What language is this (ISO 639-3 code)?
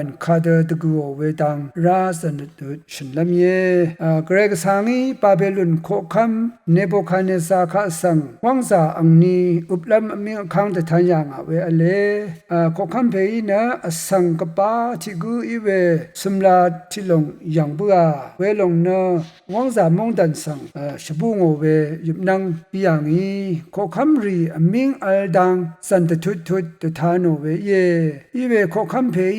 raw